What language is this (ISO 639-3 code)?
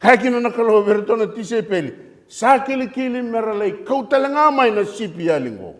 fij